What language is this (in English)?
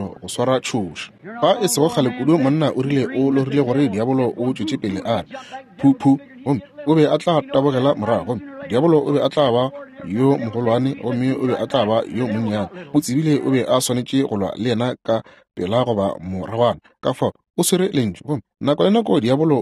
Northern Sotho